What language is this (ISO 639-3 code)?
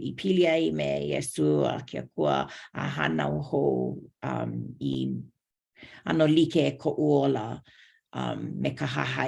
haw